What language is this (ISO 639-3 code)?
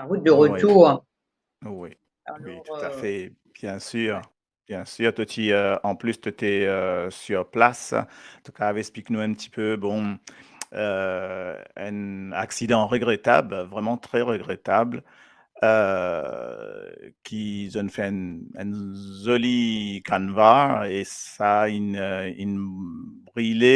mfe